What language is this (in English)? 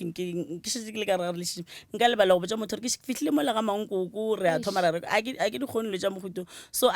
Northern Sotho